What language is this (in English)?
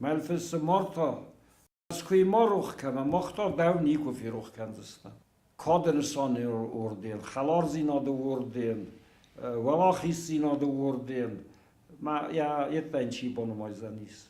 Ossetic